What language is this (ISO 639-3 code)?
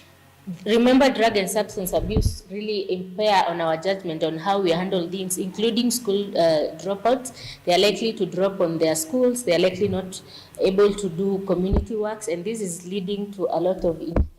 kam